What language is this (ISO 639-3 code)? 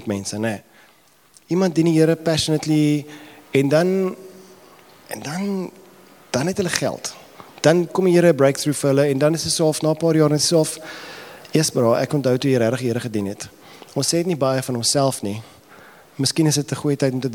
afr